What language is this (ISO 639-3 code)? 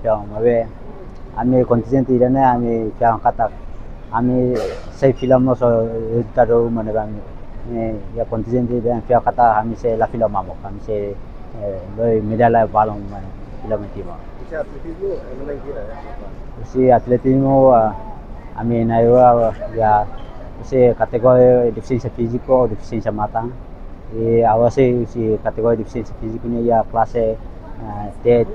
tet